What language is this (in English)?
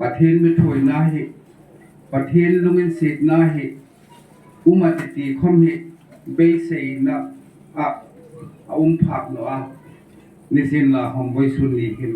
Hmar